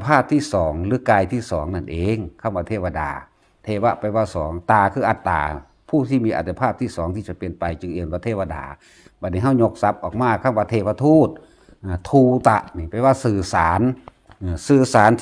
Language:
Northeastern Thai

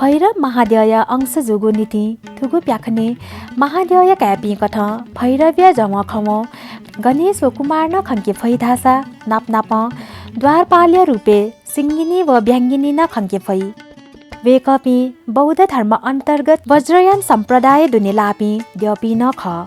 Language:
Newari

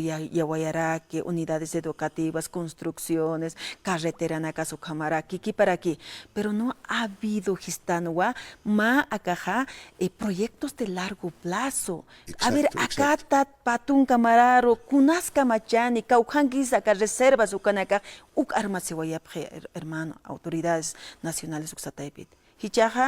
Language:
Aymara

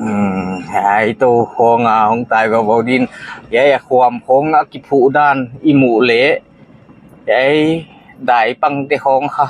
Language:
Paite Chin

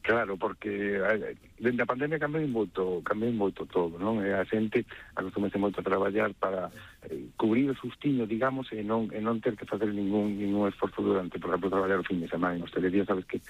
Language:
Galician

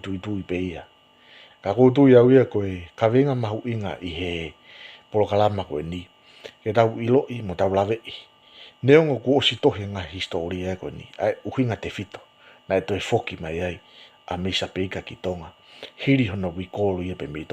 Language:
Tongan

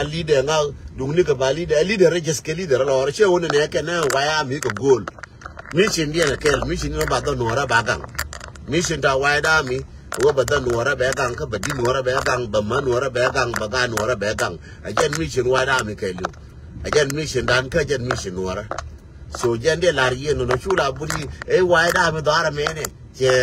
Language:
Nuer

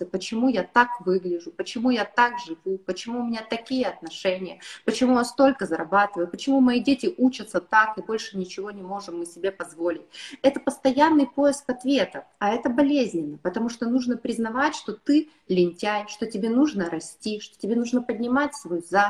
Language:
Russian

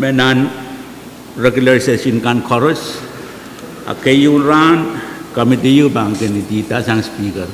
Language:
Pohnpeian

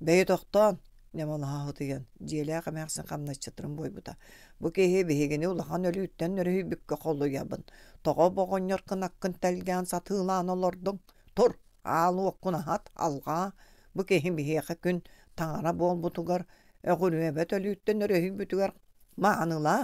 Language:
Yakut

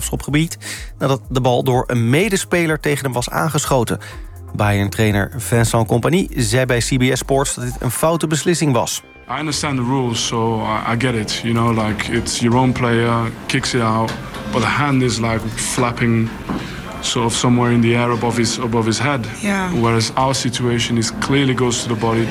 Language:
Dutch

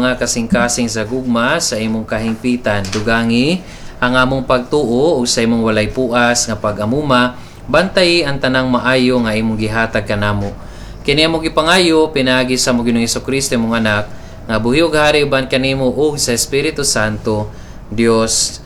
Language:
Cebuano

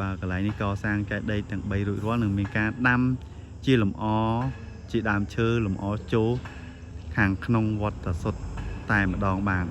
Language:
Khmer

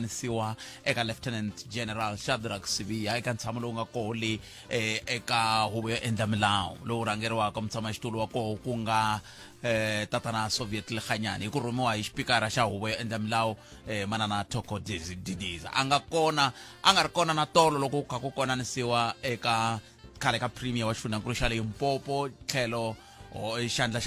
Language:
Tsonga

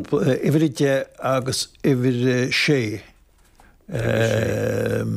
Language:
Irish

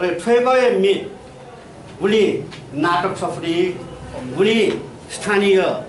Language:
Newari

